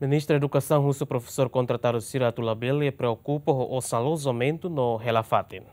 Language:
Tetum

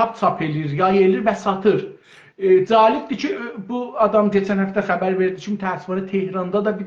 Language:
South Azerbaijani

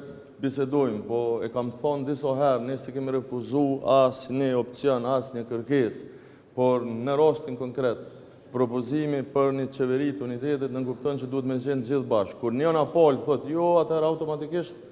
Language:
Albanian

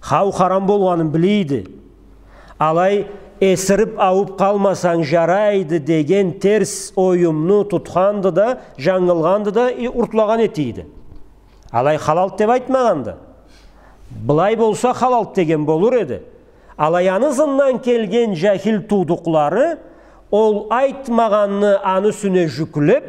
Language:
Karachay-Balkar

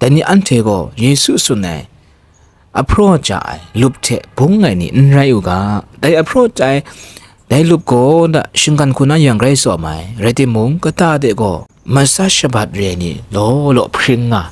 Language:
Kachin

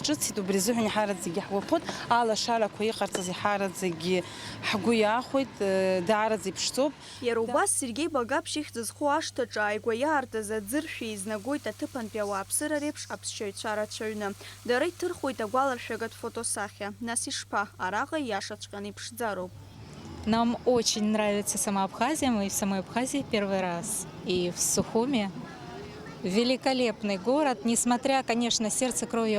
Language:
Abkhazian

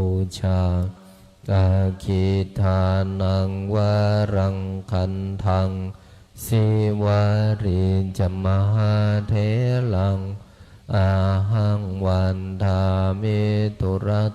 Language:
Pali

